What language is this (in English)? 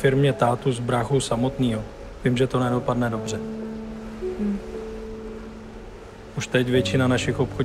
Czech